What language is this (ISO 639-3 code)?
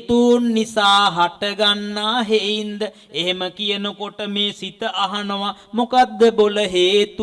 sin